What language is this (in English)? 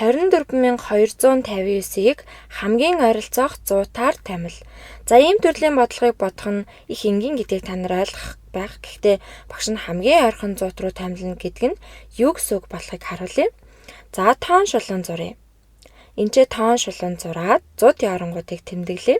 Mongolian